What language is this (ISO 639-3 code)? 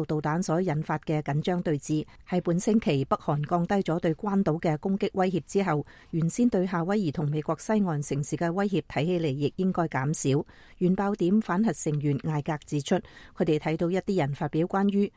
yue